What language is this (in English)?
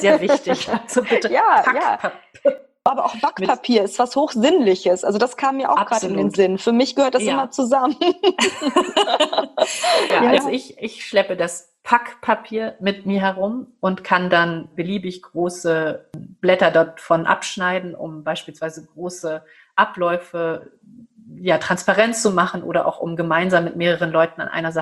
German